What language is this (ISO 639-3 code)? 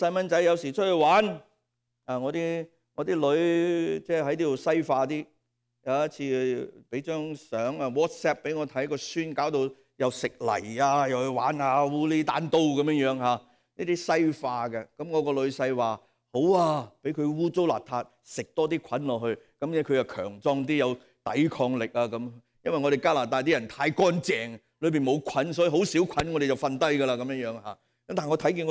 yue